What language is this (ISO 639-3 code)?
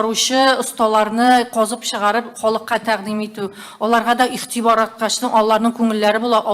tat